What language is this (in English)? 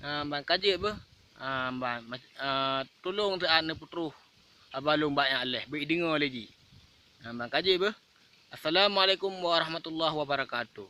Achinese